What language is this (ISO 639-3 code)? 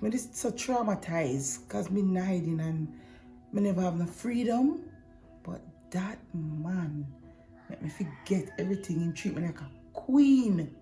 jam